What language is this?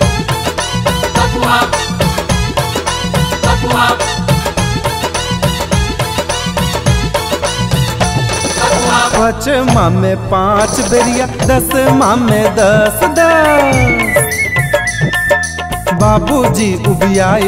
Bhojpuri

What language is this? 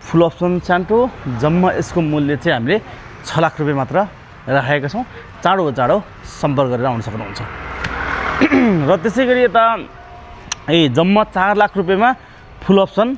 Nepali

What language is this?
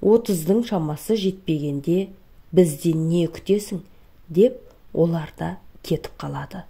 Kazakh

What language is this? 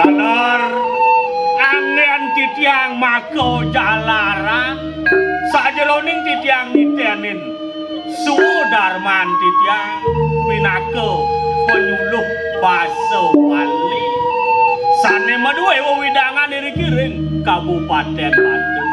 Balinese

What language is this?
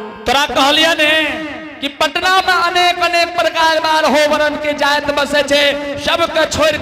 Angika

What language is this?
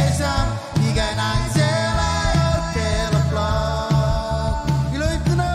Marshallese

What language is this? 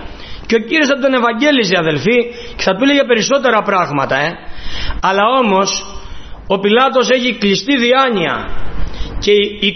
Greek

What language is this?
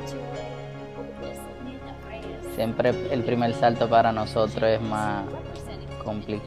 Spanish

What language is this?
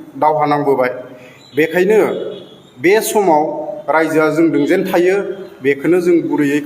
Bodo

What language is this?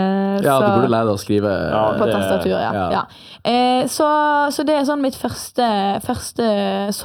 Norwegian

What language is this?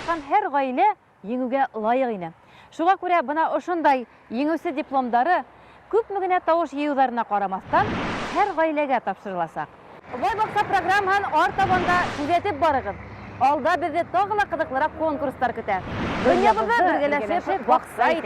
Bashkir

